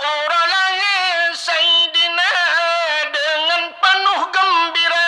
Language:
Achinese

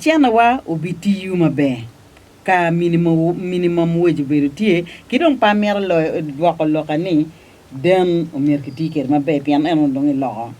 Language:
Acoli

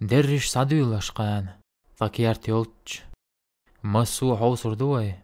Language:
Chechen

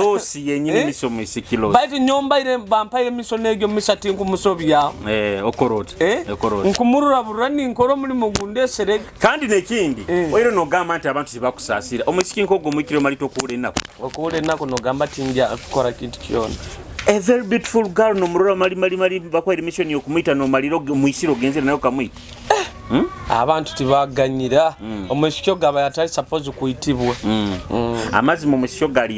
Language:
Nyoro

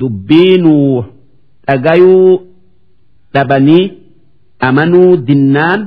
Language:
Oromo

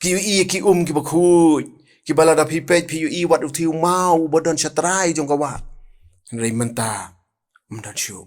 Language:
Khasi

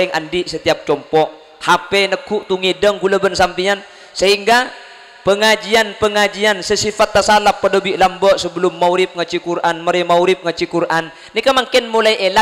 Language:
Madurese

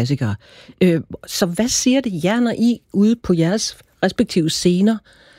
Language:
Danish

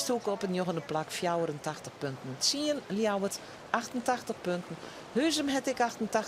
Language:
Western Frisian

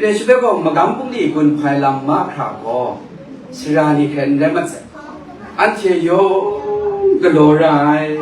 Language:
Kachin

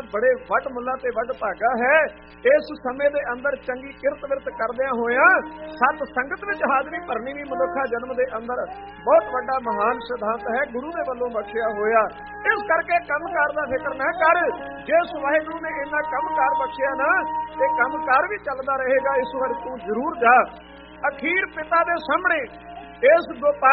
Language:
Punjabi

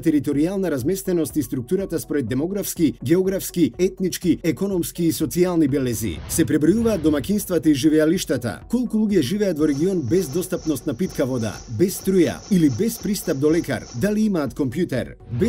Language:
Macedonian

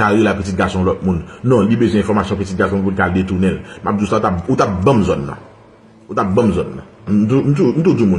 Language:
Haitian Creole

